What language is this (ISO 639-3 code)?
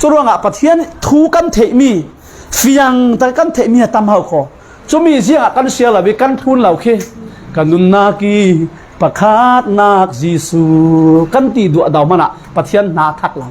cfm